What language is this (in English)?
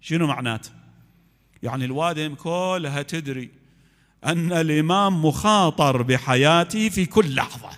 Mesopotamian Arabic